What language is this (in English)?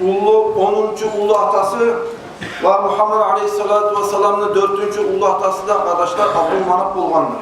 Kumyk